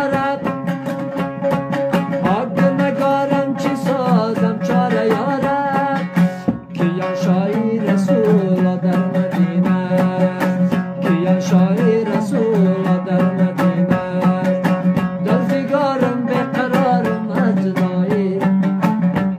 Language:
Persian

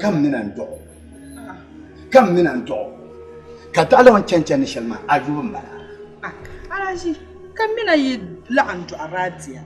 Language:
Dagbani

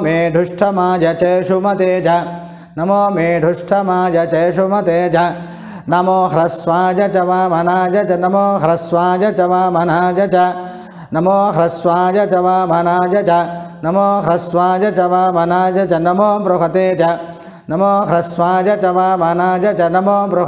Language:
Sanskrit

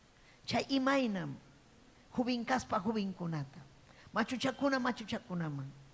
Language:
Ayacucho Quechua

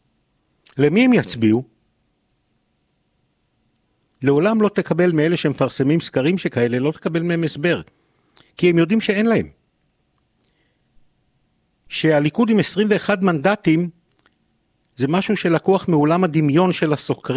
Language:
Hebrew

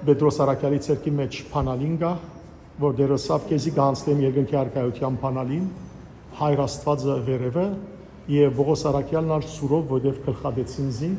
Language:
Western Armenian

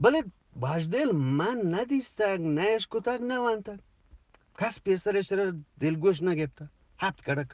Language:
Eastern Balochi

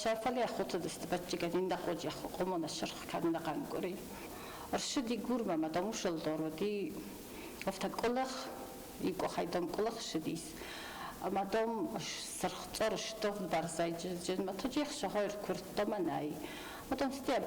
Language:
Ossetic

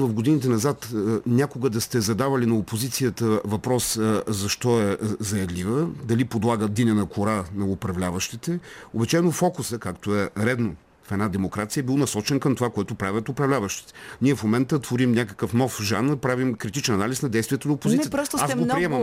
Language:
Bulgarian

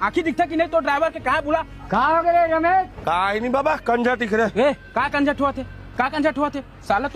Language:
Chhattisgarhi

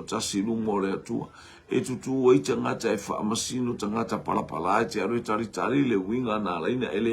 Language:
Samoan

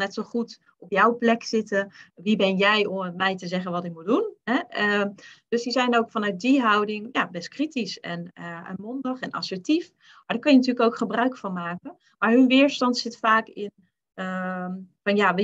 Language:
Dutch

